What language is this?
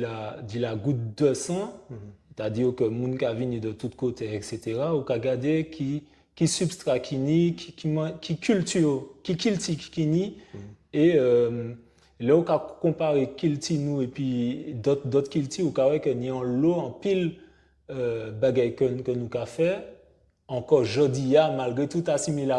Guadeloupean Creole French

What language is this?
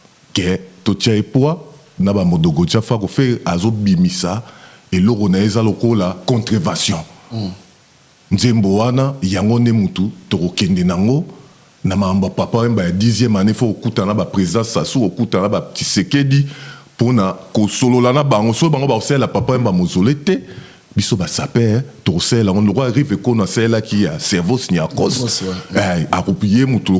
Lingala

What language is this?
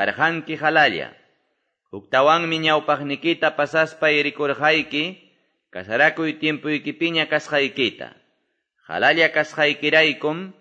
Quechua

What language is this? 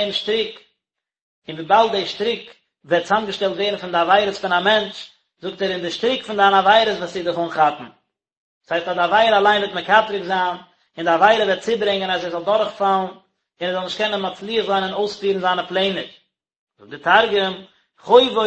Yiddish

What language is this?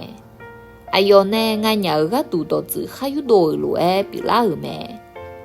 Akha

